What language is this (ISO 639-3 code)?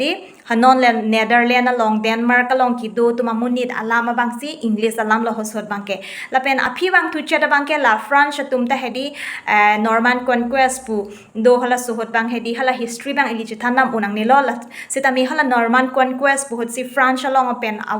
mjw